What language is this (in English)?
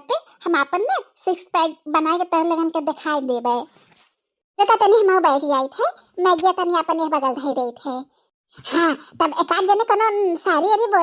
Bhojpuri